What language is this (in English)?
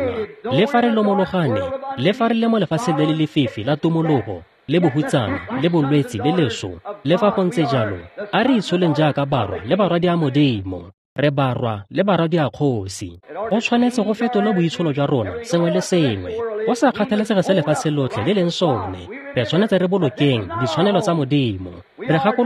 Tswana